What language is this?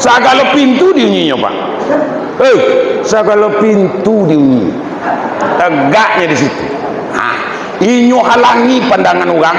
Minangkabau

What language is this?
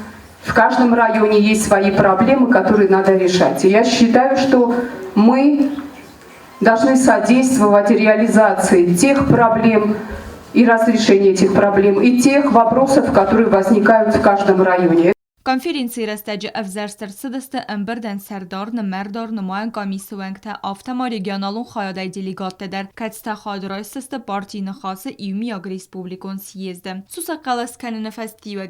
Ossetic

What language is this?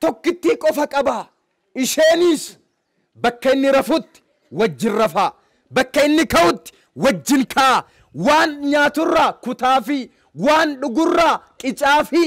Oromo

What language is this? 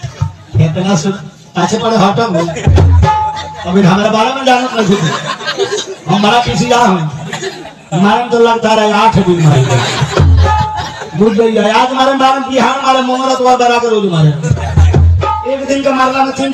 Bhojpuri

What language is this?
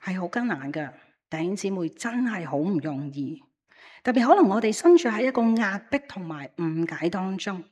Cantonese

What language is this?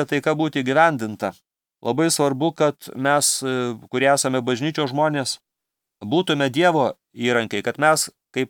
Lithuanian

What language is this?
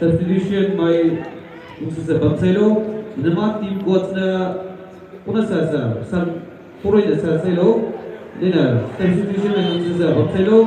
Maram Naga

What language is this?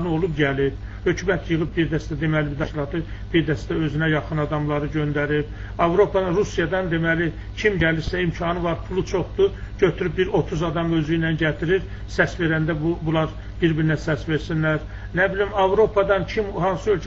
Azerbaijani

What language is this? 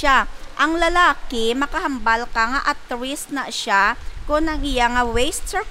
Hiligaynon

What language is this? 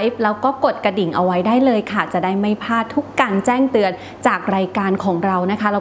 Thai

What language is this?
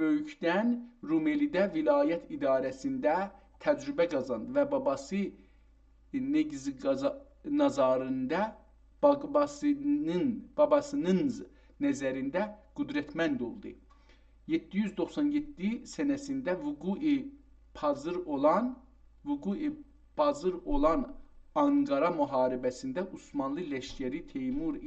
South Azerbaijani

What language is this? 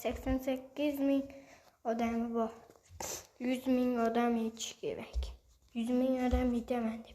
Uzbek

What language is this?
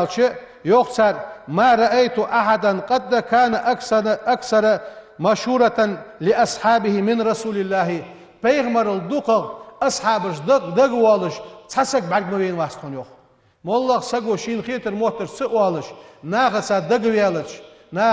Ingush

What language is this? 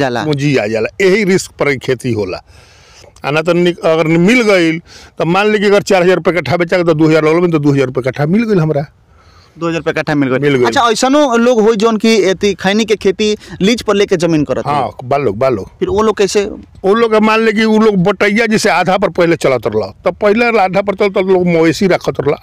Bhojpuri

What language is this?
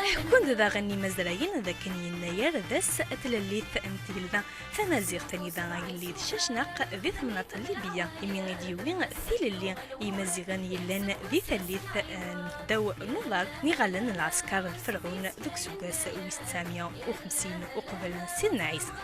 Kabyle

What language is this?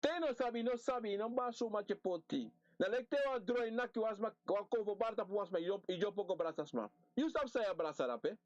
Sranan Tongo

